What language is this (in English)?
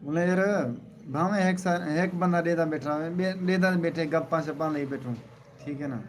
Saraiki